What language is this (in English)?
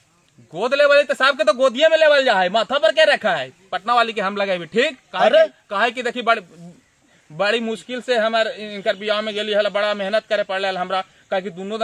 Magahi